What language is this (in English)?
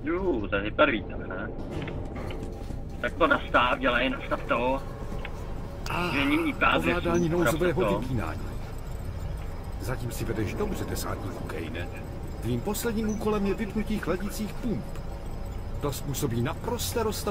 Czech